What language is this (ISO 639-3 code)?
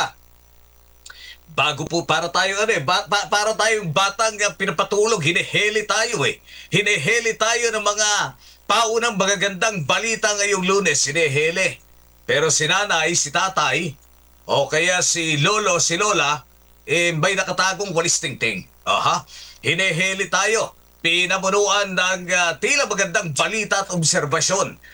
fil